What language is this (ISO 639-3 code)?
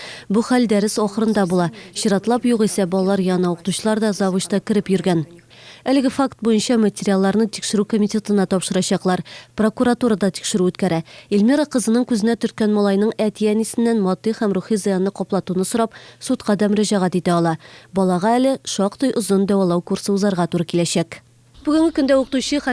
tat